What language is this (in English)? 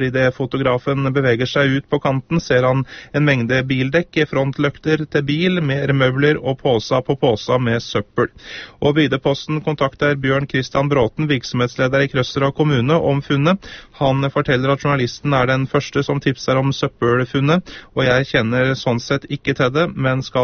Norwegian